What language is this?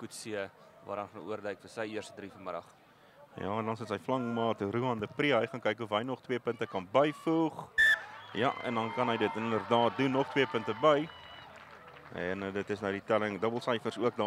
Afrikaans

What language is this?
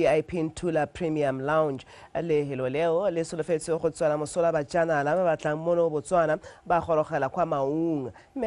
Tswana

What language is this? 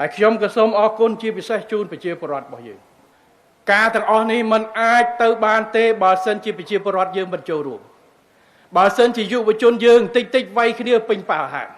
Khmer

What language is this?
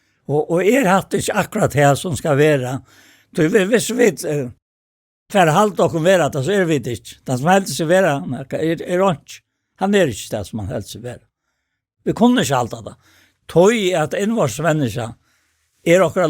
Faroese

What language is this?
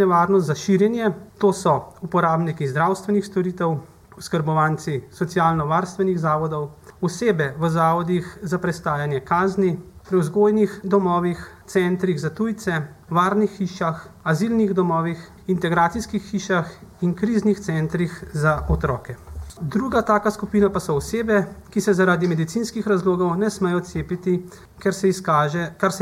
Slovenian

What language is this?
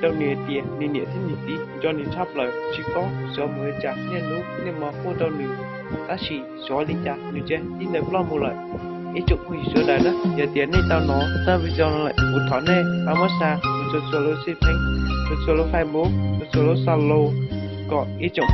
Hmong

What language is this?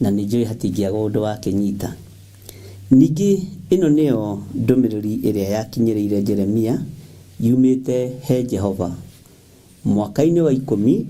Kikuyu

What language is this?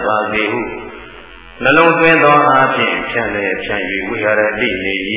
Burmese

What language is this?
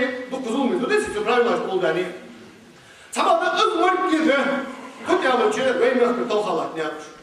Ingush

